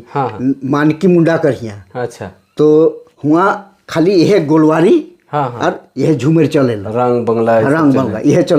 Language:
Sadri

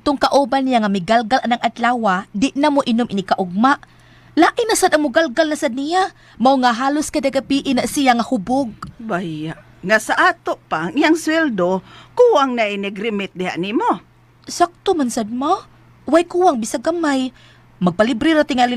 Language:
Cebuano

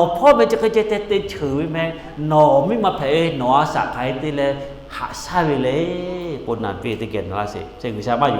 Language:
Lahu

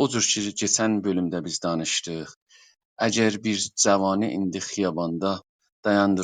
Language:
South Azerbaijani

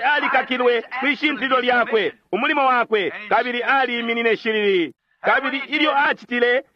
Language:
Bemba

